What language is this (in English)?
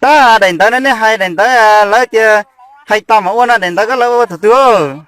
Hmong